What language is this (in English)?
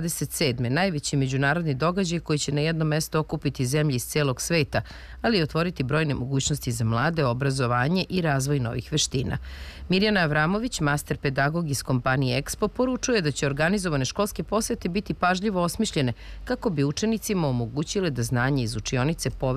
Serbian